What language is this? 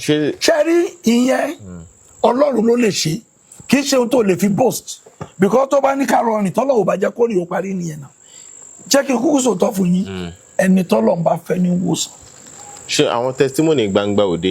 Yoruba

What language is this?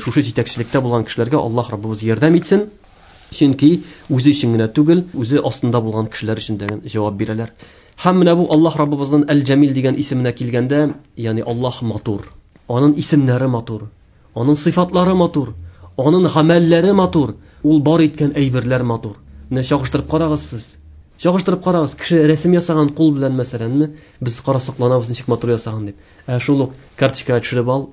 Tatar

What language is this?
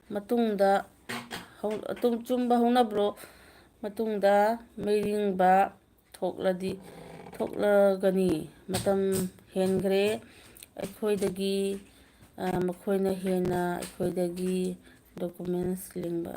Manipuri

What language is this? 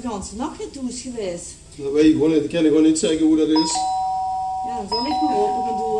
Limburgish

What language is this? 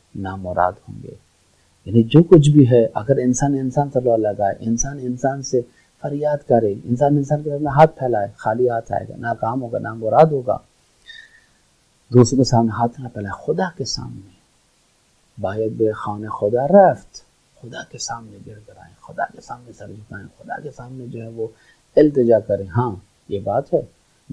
Urdu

